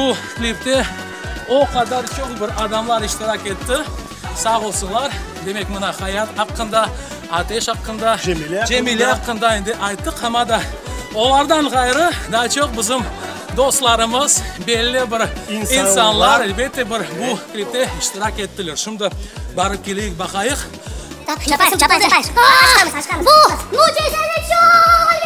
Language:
Crimean Tatar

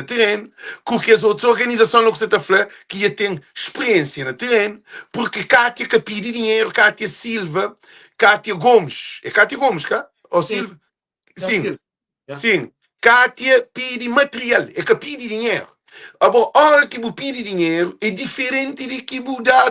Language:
Kabuverdianu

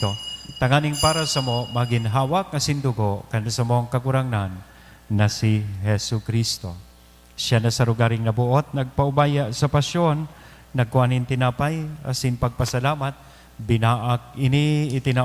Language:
Bikol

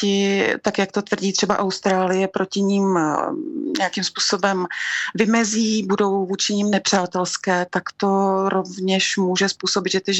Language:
Czech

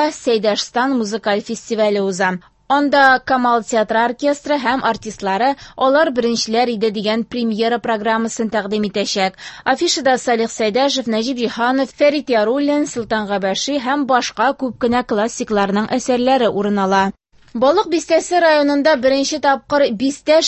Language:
Tatar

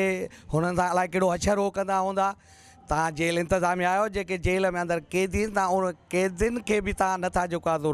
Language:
Sindhi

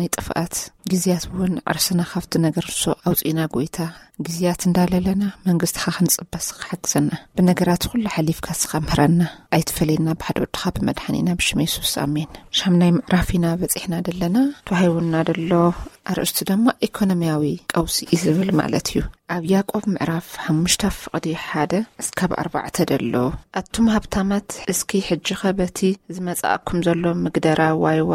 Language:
Tigrinya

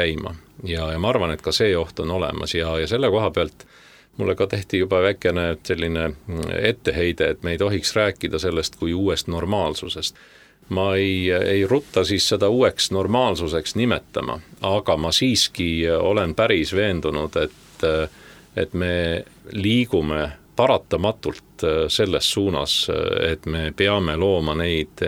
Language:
Estonian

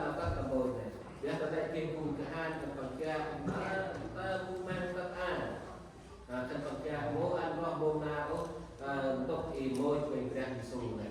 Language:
Central Mnong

